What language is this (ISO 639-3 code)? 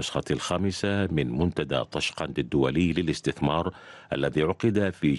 ara